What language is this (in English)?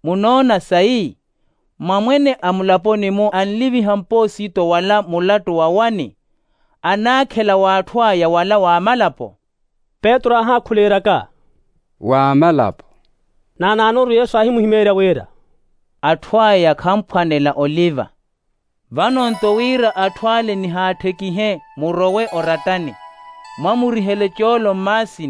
Makhuwa